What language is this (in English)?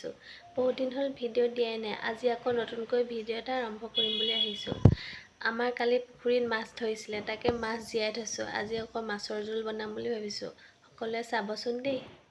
Assamese